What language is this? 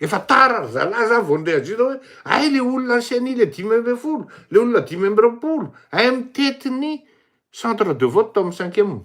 Malagasy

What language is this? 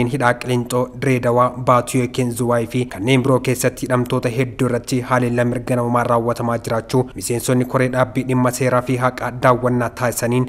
Oromo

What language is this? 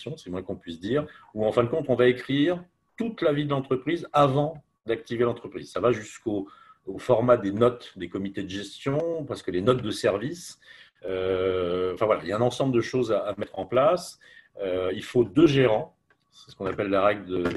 French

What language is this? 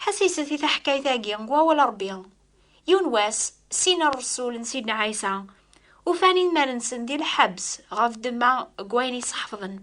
Kabyle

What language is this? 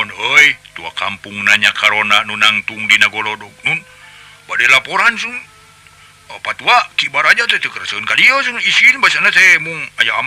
Sundanese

